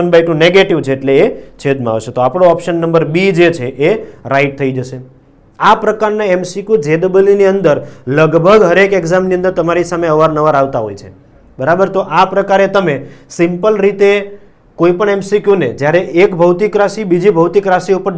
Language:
Gujarati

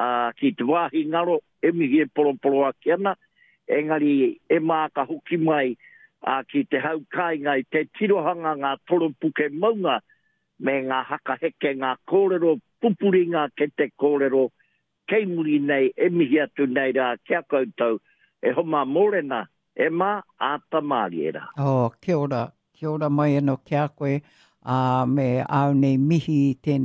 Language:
Māori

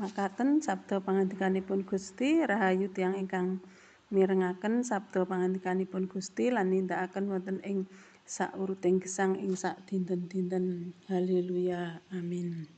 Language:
Javanese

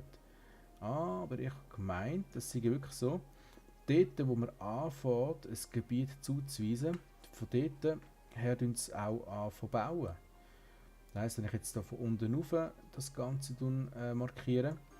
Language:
Swiss German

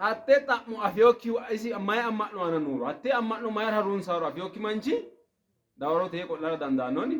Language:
Sidamo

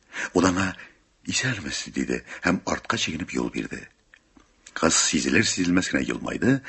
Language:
Tatar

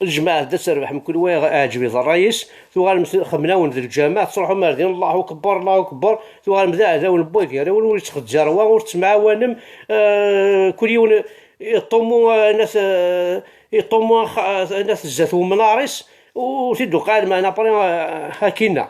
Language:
Kabyle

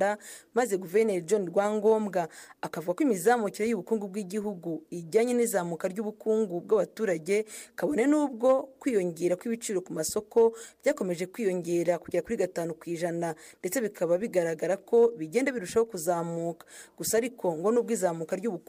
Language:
Kinyarwanda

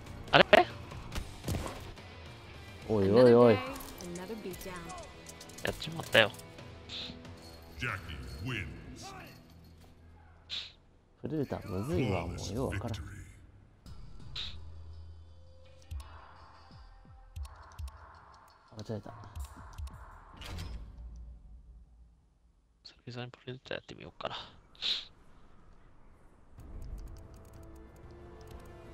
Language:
Japanese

